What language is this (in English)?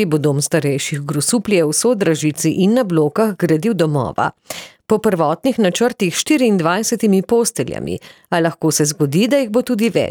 Slovenian